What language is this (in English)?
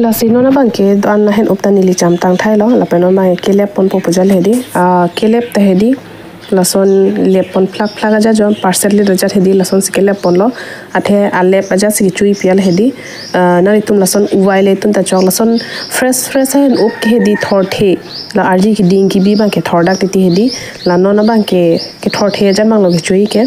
Karbi